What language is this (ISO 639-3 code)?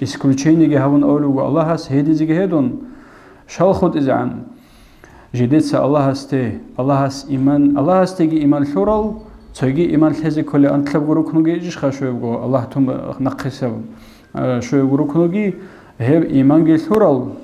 ava